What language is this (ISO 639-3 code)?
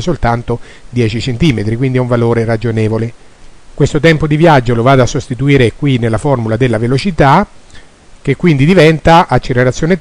ita